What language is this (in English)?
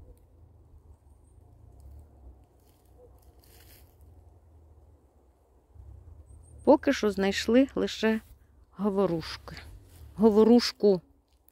Ukrainian